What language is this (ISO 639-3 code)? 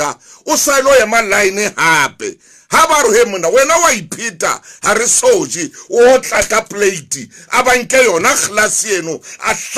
sot